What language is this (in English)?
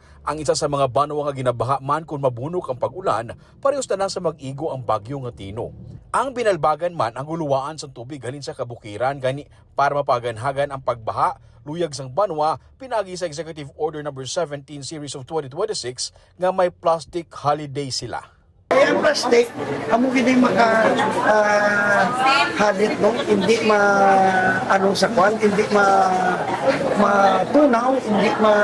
Hiligaynon